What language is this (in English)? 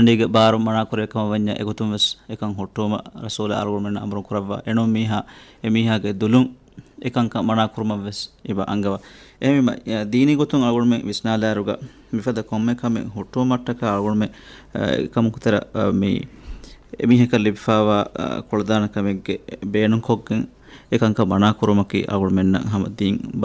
Divehi